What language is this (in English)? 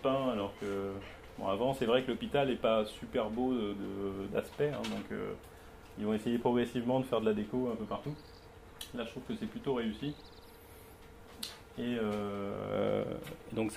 French